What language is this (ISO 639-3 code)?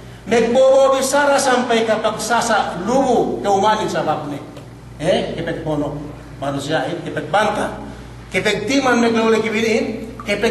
yka